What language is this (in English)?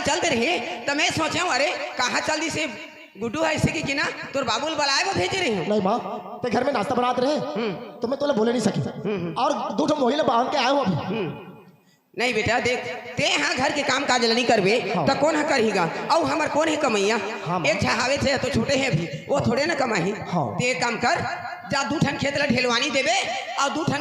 Chhattisgarhi